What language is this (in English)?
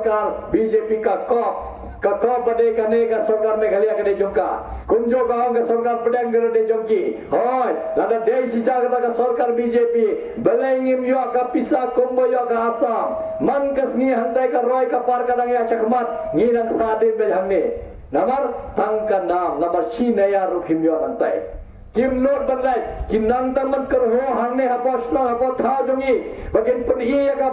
Khasi